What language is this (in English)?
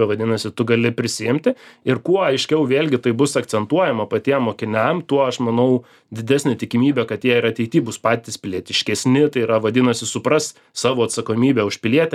Lithuanian